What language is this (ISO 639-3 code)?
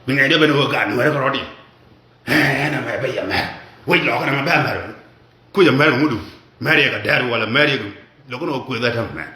nus